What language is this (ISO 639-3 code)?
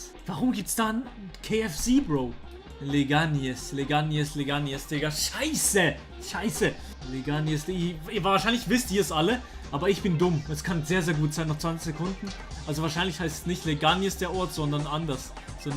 gsw